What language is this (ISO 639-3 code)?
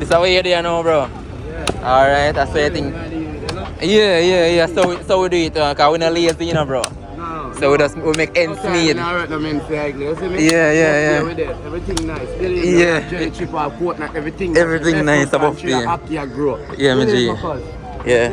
jam